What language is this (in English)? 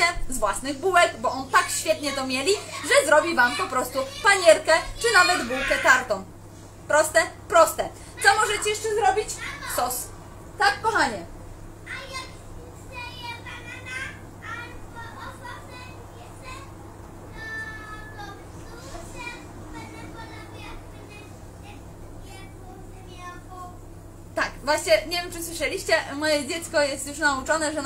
Polish